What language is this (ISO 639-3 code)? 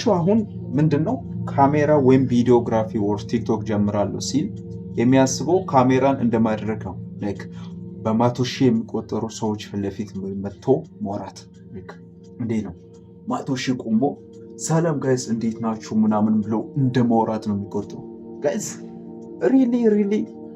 amh